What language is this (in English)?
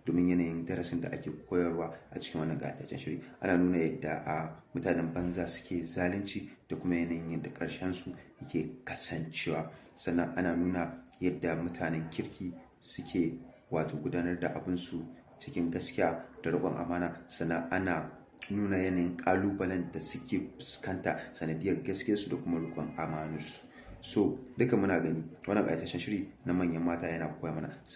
Hausa